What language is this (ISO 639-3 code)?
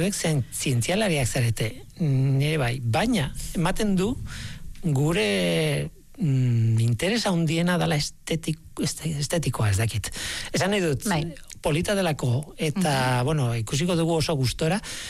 eus